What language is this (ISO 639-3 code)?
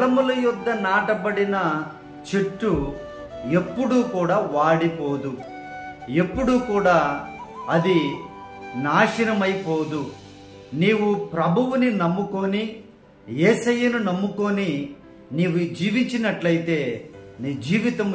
tel